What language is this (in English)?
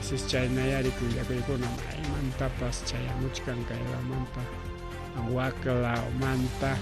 Ayacucho Quechua